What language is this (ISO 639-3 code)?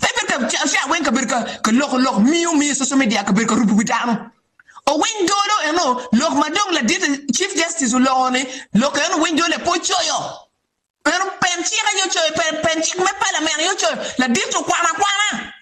ach